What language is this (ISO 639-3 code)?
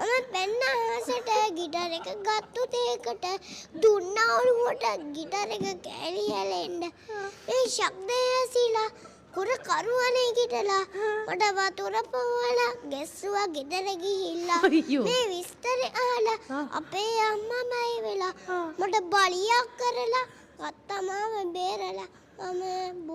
sin